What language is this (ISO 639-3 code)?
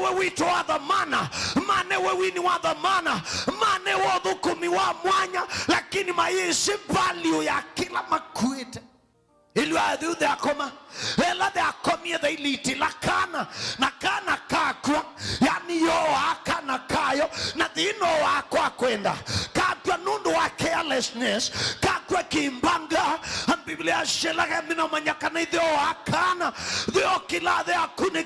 kam